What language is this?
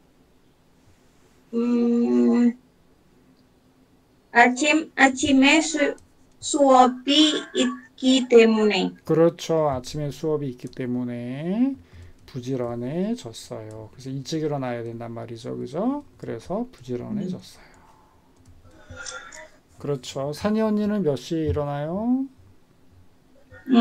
Korean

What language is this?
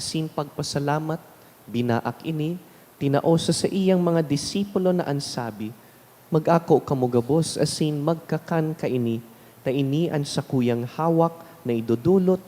Bikol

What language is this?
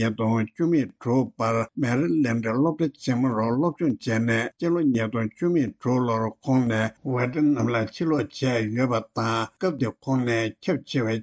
Tibetan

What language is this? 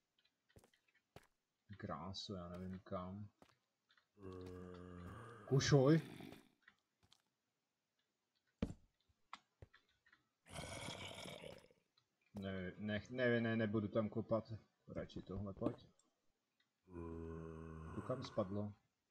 Czech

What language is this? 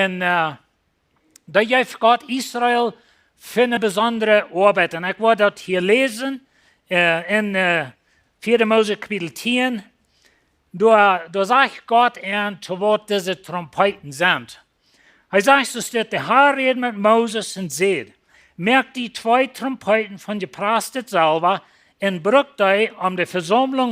Plautdietsch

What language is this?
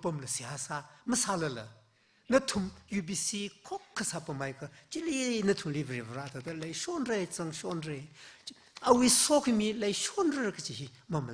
Tangkhul Naga (India)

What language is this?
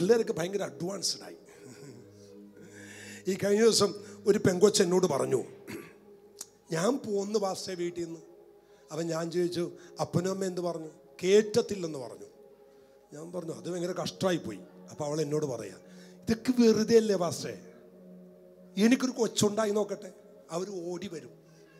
Malayalam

